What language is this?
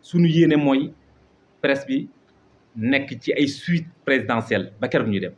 Wolof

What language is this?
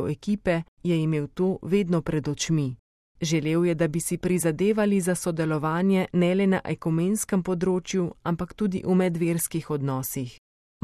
Slovenian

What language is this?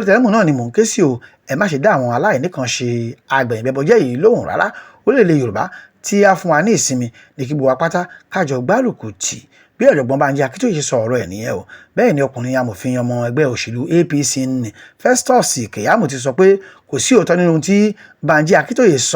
Yoruba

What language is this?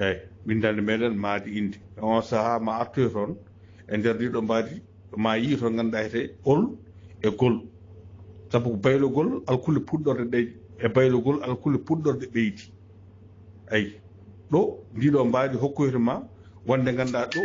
Fula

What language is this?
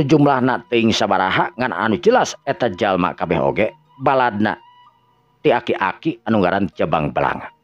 Sundanese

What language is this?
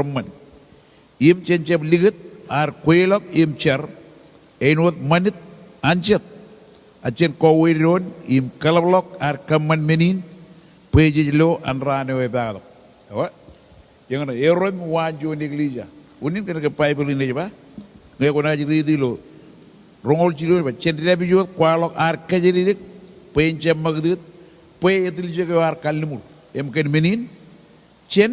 Marshallese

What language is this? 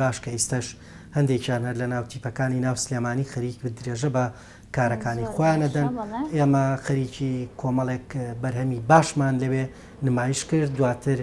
Central Kurdish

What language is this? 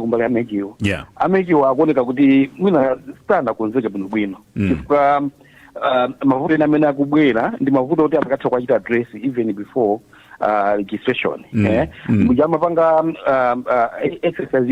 Nyanja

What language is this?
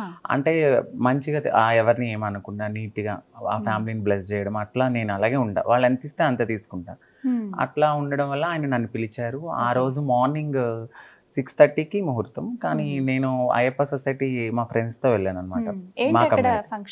Telugu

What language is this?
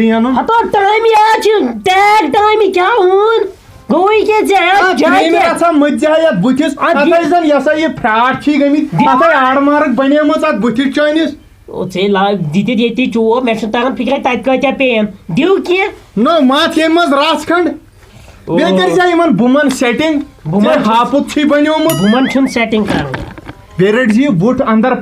Kashmiri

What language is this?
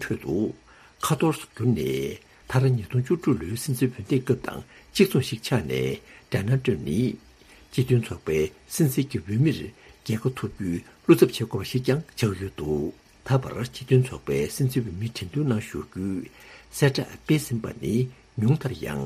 Tibetan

